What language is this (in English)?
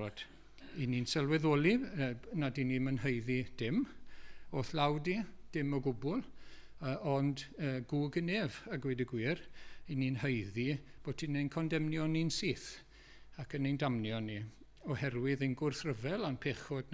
Welsh